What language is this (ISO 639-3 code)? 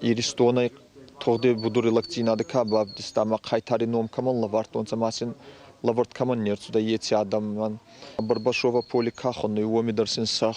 oss